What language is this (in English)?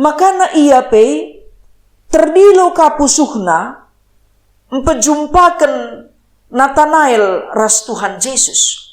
Batak Karo